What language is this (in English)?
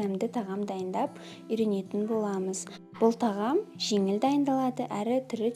Kazakh